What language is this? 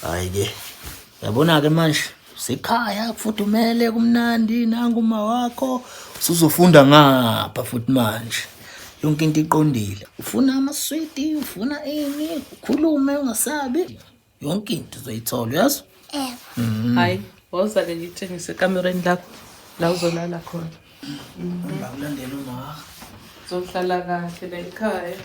Zulu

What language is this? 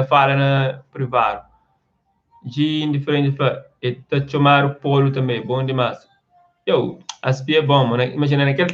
Kabuverdianu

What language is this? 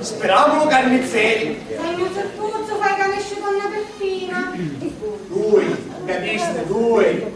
Sicilian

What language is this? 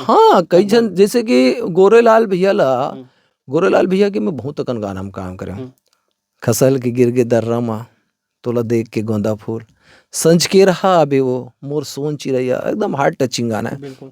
Chhattisgarhi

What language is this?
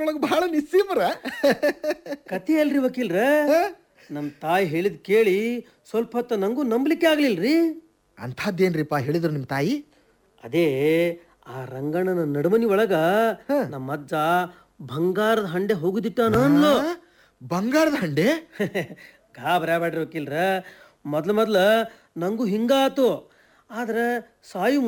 Kannada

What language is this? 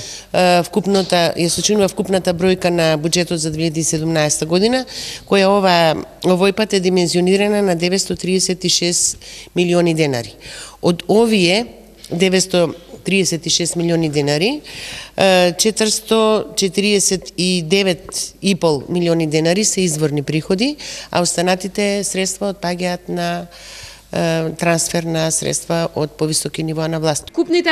Macedonian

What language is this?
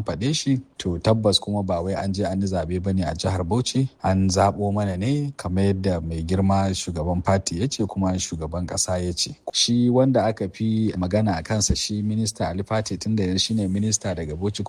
Hausa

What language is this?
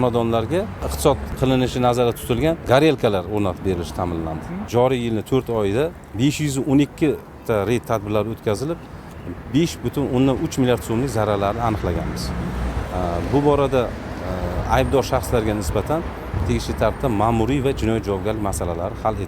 Uzbek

